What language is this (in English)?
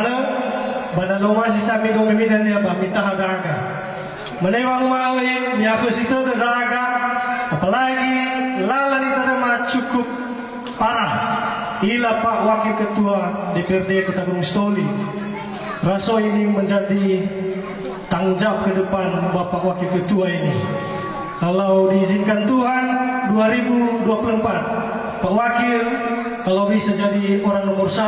Nias